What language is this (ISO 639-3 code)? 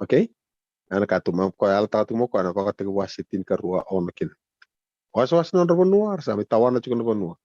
fij